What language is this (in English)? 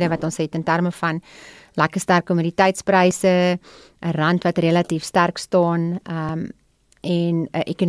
Afrikaans